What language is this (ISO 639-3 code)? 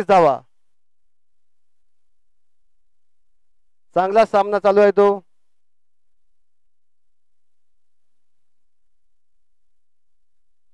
mar